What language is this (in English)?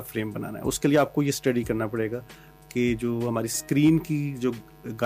Urdu